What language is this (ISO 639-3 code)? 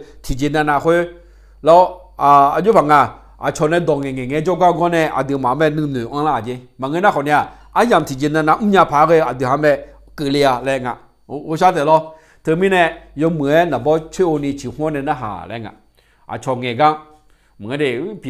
ahk